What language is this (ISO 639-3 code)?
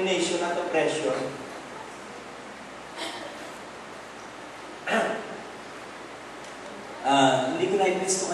fil